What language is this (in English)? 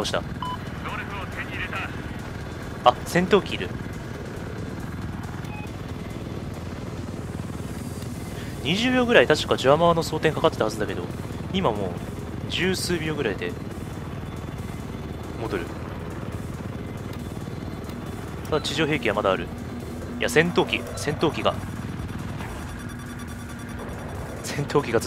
Japanese